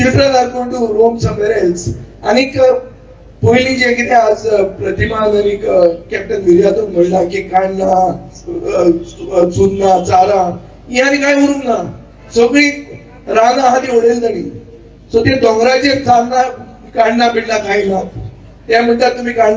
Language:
Konkani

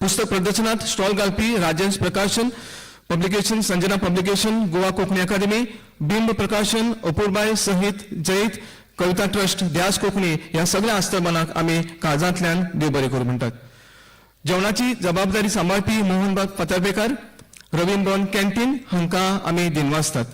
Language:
Konkani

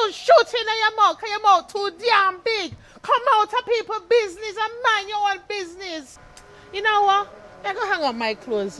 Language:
Jamaican Creole English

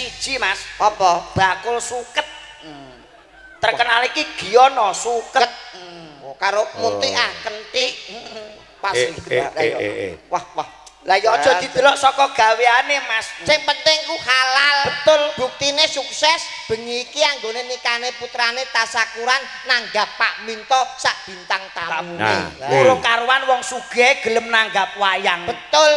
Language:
Javanese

